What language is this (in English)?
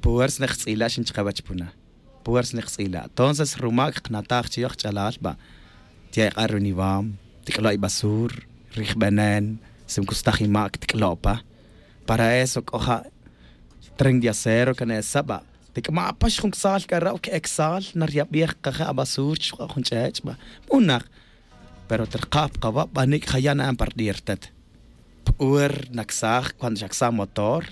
Tz'utujil